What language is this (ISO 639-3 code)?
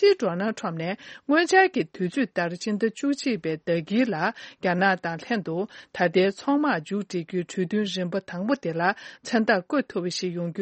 bod